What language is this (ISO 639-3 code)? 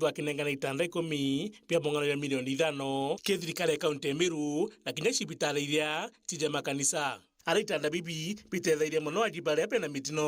mer